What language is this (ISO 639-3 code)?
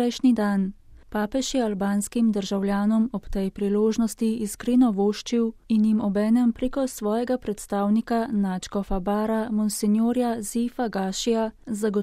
slv